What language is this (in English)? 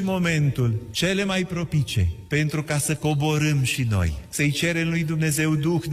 Romanian